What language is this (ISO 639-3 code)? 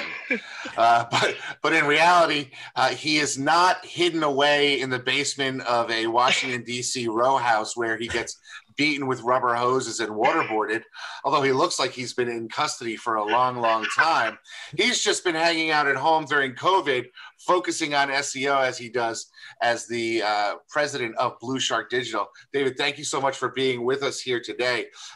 eng